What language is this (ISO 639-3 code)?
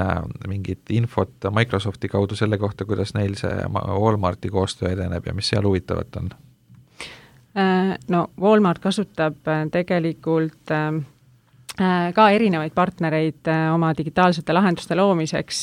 est